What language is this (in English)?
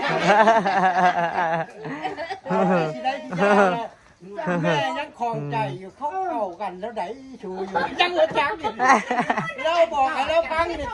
Northeastern Thai